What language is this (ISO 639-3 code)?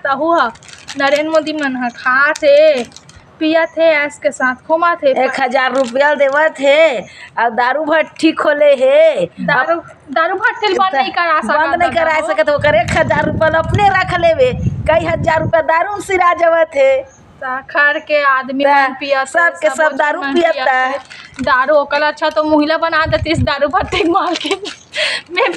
hne